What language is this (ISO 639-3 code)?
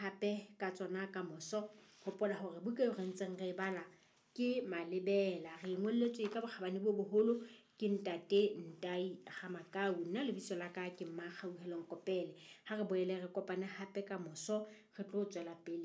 sot